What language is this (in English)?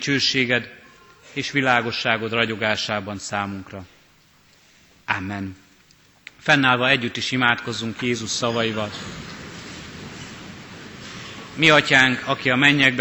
Hungarian